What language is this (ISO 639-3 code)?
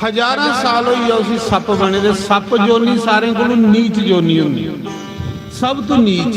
doi